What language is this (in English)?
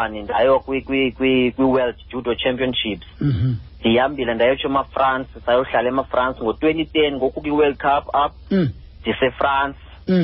Xhosa